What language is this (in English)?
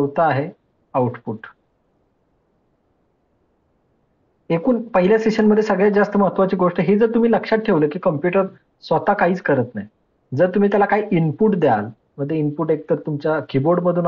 Marathi